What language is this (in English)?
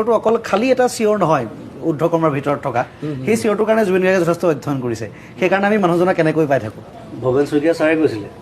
Assamese